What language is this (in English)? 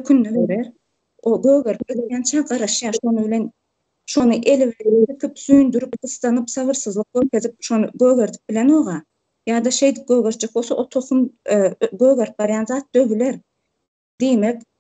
Turkmen